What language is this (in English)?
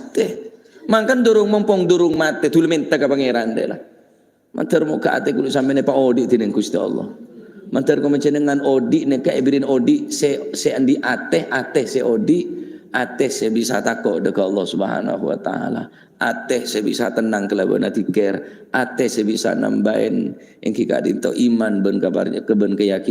Madurese